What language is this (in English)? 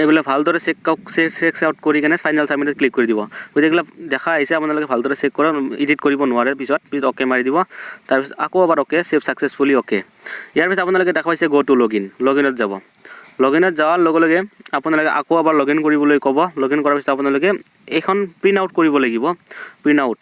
Assamese